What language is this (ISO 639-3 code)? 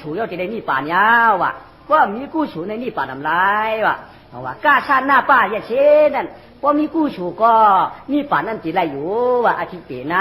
shn